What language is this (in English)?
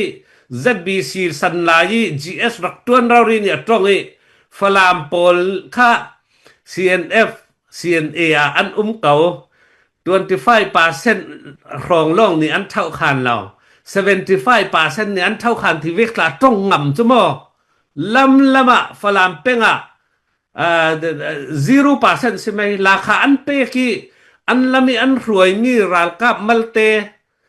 Falam Chin